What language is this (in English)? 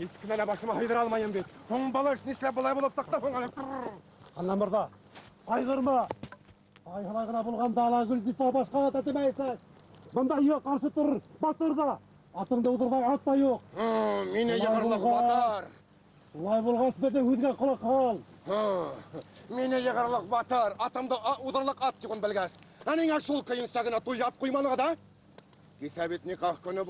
Bashkir